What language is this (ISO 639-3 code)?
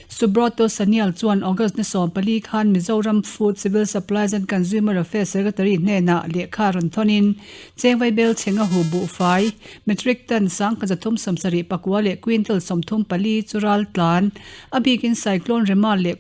lus